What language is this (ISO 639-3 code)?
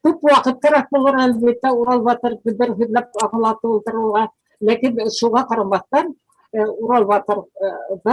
bak